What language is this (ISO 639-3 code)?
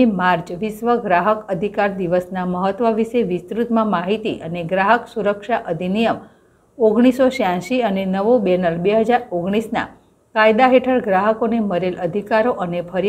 guj